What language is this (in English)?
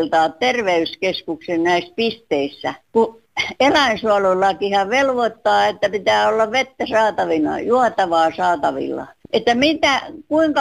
Finnish